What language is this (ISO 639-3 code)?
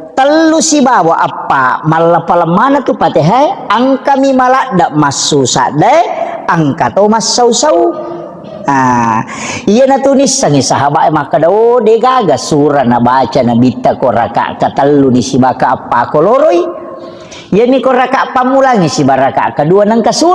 bug